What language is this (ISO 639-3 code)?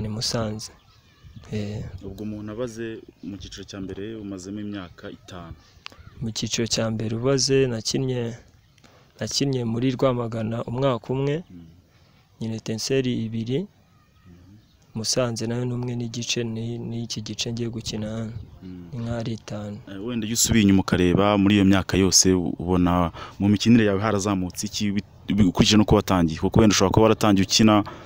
kin